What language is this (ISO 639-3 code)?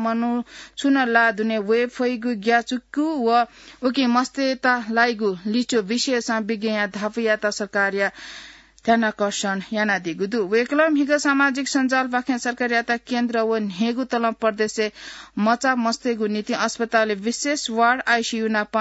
new